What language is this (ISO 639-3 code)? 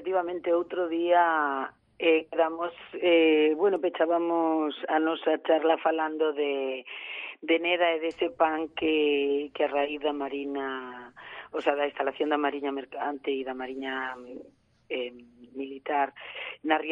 glg